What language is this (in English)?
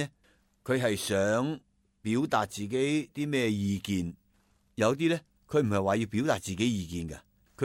Cantonese